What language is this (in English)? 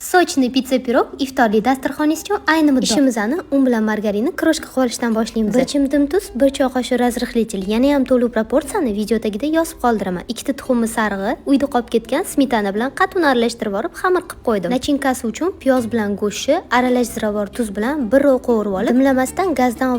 Uzbek